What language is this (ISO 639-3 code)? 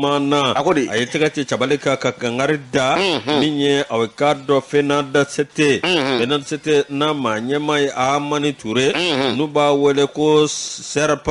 bam